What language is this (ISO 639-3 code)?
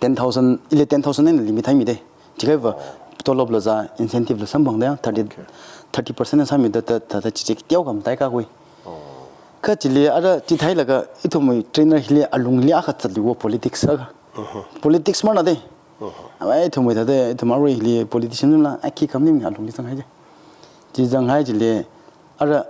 nmf